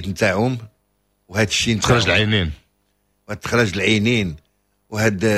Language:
Moroccan Arabic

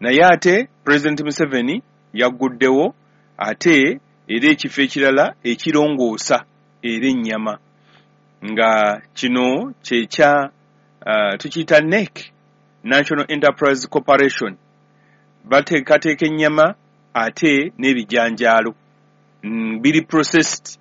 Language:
Ganda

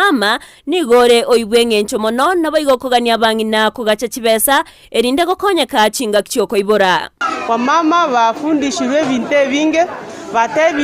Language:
Gusii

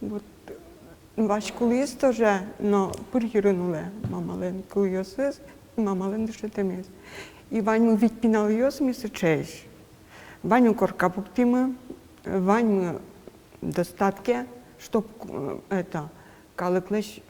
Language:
Udmurt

